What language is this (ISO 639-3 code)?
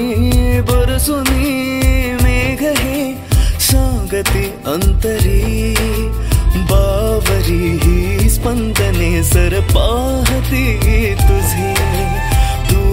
mar